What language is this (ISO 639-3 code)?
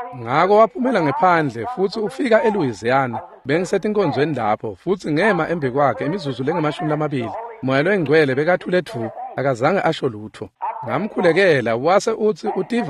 ssw